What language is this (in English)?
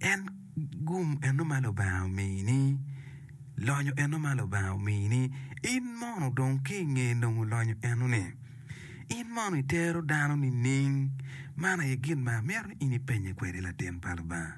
Acoli